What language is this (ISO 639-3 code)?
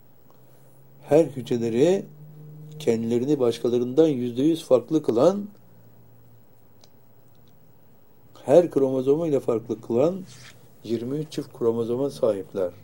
tur